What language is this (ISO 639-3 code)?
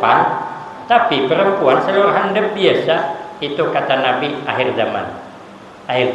bjn